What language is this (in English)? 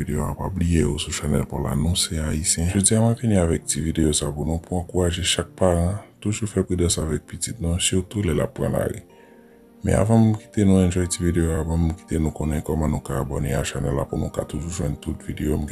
Haitian Creole